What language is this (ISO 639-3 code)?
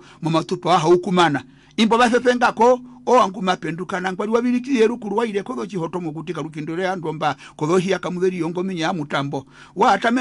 her